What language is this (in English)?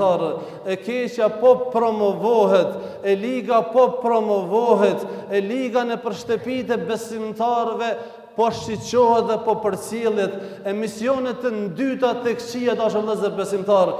Albanian